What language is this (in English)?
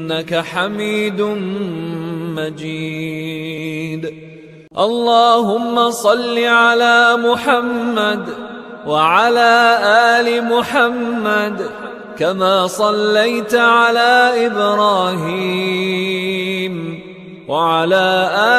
Arabic